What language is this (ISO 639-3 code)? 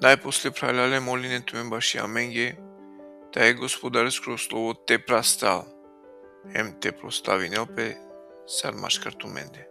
rmn